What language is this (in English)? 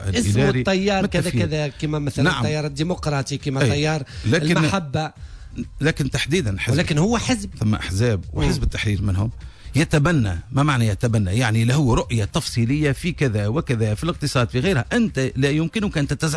Tunisian Arabic